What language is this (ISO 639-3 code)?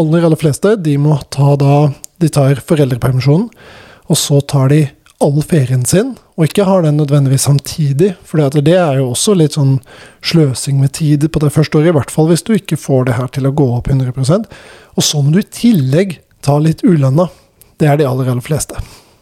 nor